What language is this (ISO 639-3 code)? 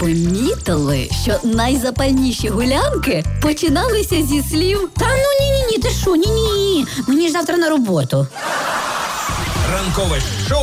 ukr